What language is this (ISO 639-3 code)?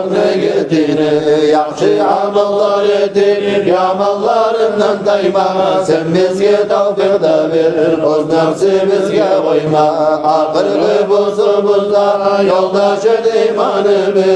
kum